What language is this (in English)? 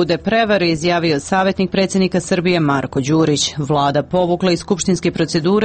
Serbian